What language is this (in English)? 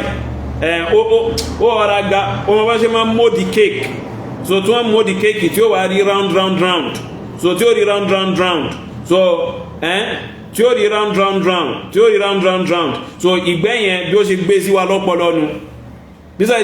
Yoruba